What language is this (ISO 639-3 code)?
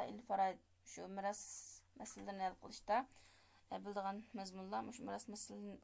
uig